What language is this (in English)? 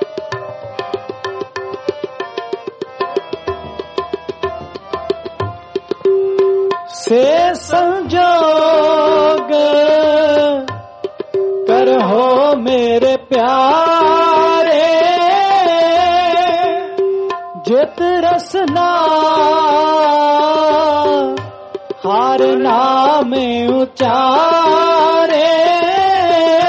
Punjabi